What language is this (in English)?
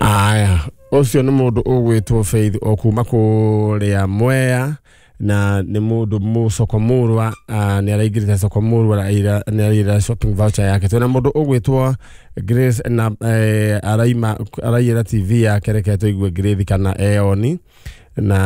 Kikuyu